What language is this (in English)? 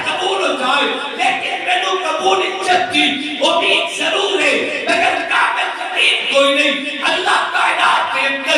Urdu